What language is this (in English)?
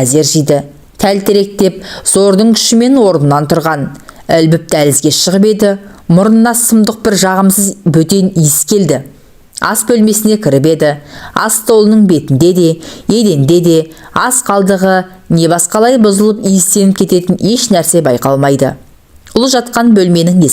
Kazakh